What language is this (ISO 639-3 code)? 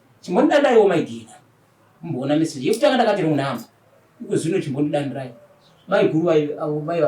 sna